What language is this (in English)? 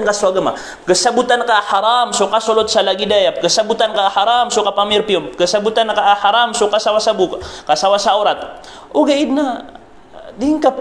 Maranao